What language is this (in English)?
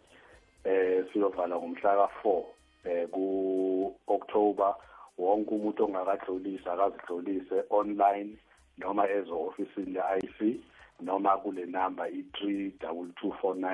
South Ndebele